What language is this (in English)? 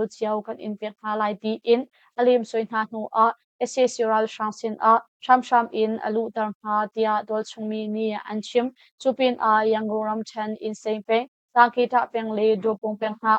Hakha Chin